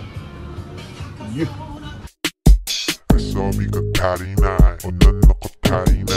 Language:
Filipino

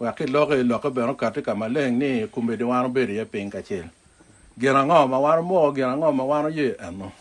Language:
Acoli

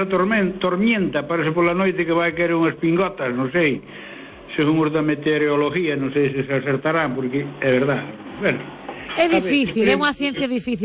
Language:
Galician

